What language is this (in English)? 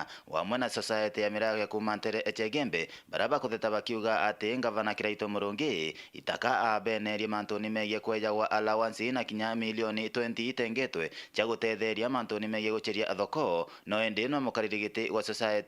Meru